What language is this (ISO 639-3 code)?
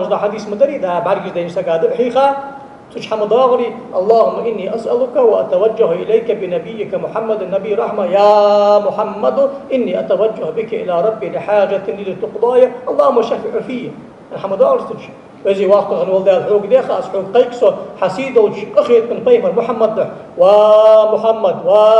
inh